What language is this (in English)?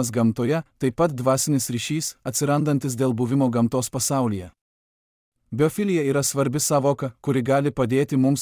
Lithuanian